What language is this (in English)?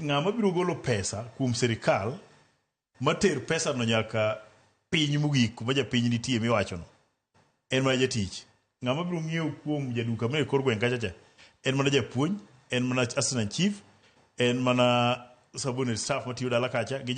Luo (Kenya and Tanzania)